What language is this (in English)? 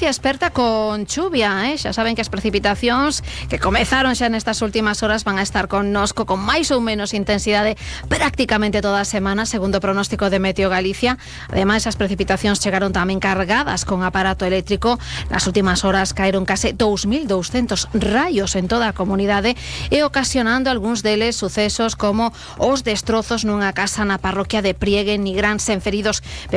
Galician